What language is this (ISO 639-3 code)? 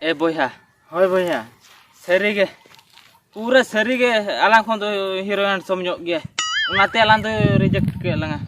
sat